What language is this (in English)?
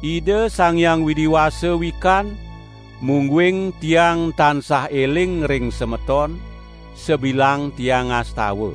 Balinese